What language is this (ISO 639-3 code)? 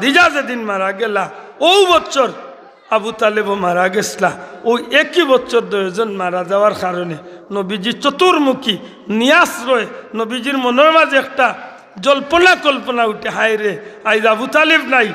syl